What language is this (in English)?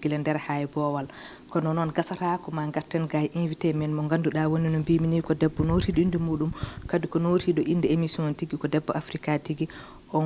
Fula